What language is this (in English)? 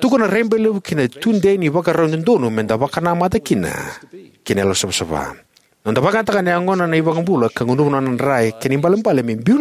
Fijian